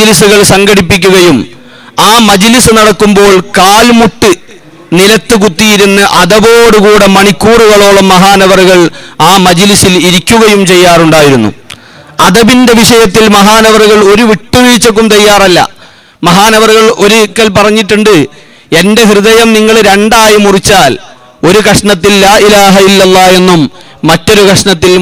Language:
Malayalam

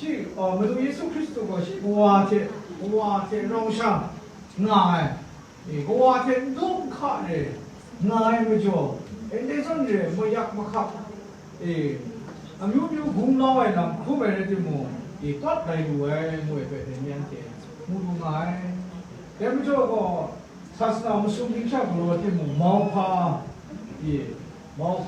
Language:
Kachin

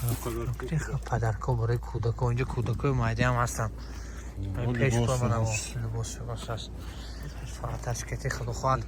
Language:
Tajik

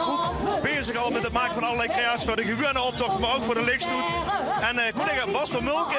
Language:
Limburgish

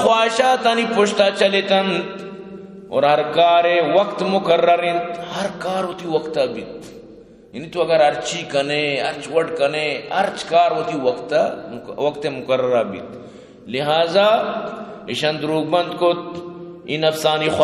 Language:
Eastern Balochi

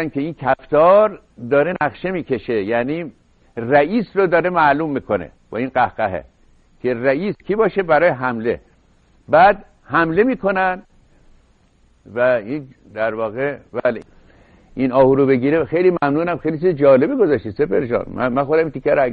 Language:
Persian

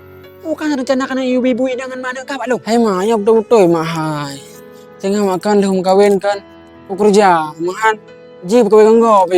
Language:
Achinese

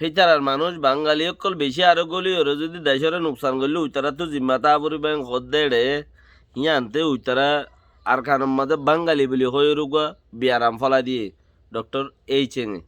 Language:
Rohingya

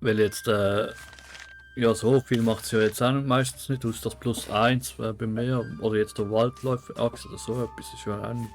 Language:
Swiss German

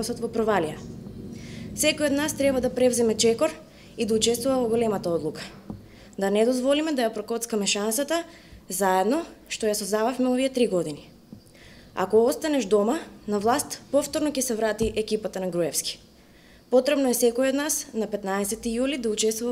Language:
Macedonian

